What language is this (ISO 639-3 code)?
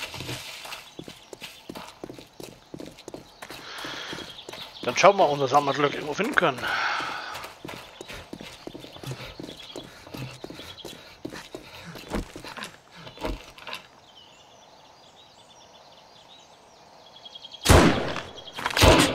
deu